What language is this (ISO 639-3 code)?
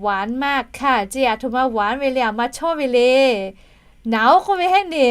lhu